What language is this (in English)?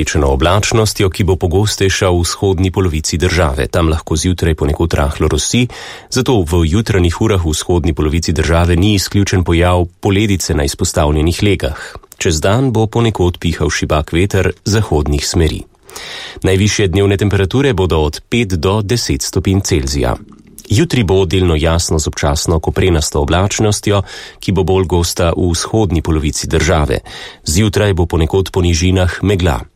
Slovenian